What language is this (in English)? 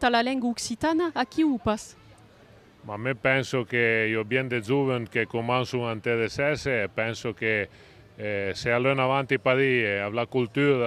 Occitan